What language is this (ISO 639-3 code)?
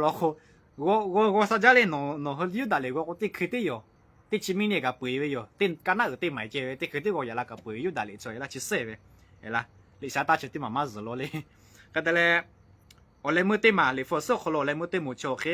lhu